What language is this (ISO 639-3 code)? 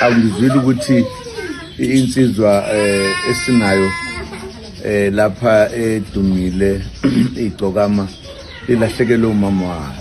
zul